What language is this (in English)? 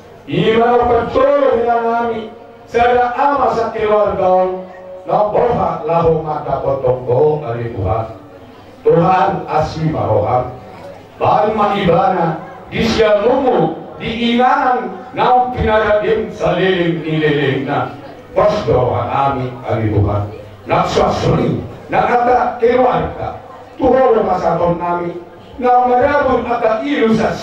Batak Toba